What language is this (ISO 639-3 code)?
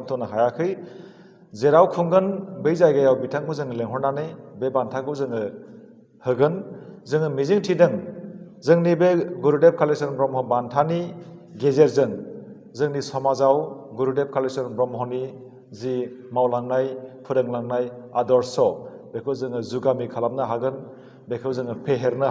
brx